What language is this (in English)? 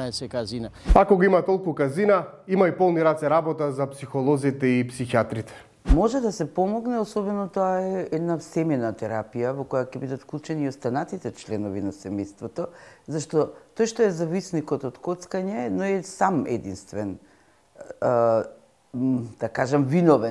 Macedonian